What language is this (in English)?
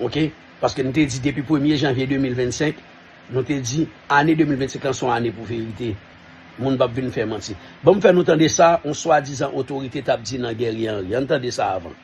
Haitian Creole